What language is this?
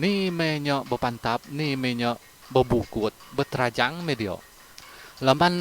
Iban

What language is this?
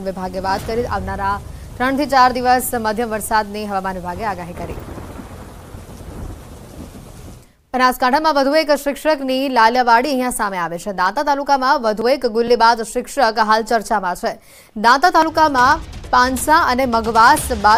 Gujarati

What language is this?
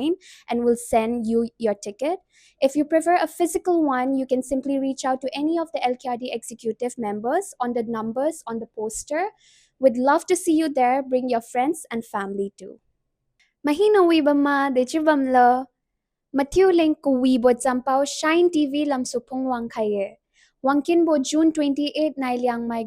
Liangmai Naga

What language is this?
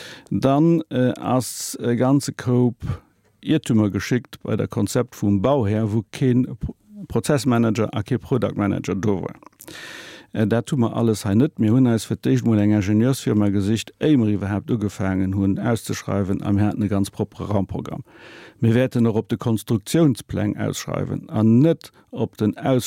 Luxembourgish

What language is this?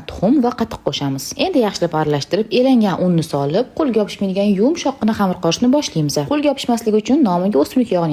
Uzbek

